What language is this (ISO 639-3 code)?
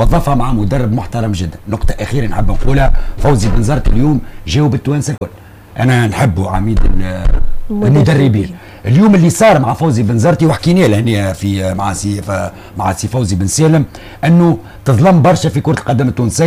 aeb